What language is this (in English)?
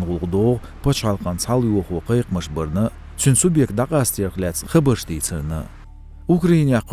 Chechen